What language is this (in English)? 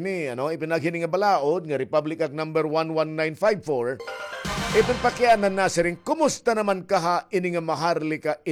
Waray